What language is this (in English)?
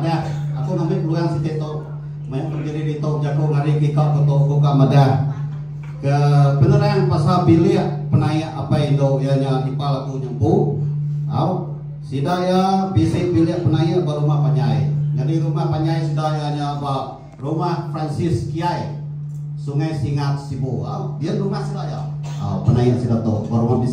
Iban